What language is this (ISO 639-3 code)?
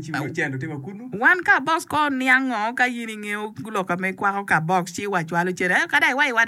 ach